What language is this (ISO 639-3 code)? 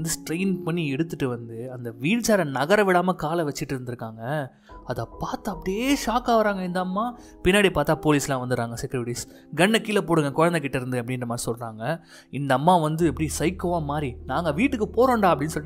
tam